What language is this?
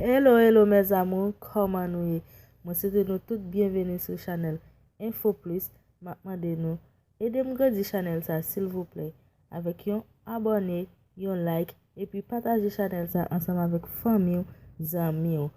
Haitian Creole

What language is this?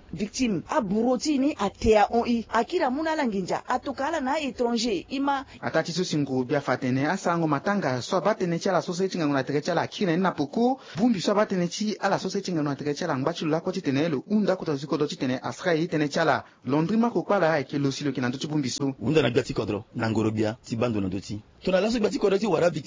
Sango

